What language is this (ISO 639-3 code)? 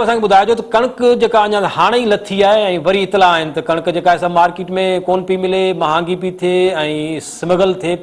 snd